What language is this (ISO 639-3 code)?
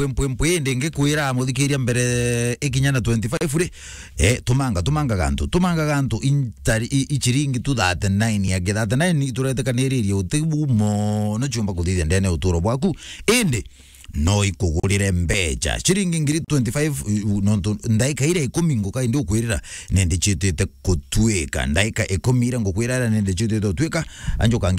mer